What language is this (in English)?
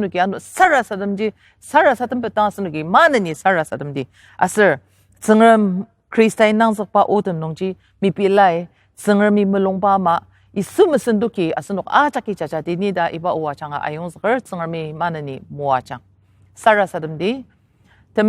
Ao Naga